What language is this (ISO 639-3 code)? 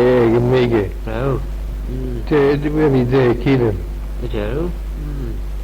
glv